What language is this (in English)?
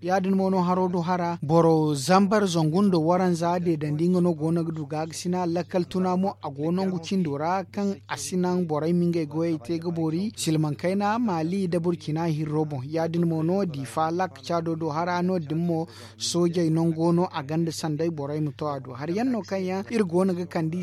Zarma